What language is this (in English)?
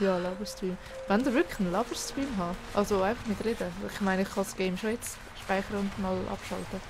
Swiss German